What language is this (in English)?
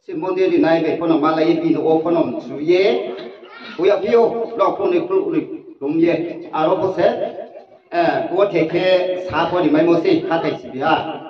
Riang (India)